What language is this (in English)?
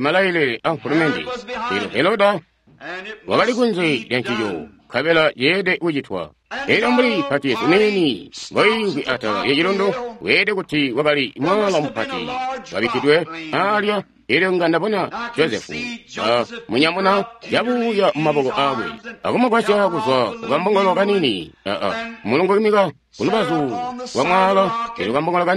Tonga (Zambia)